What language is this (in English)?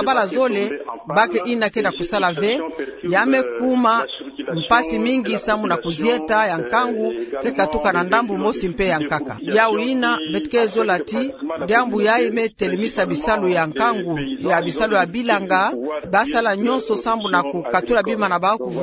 Kituba (Democratic Republic of Congo)